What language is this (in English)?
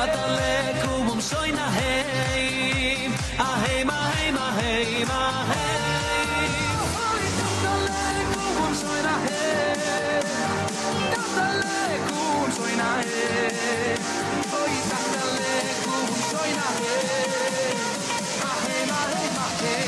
Yiddish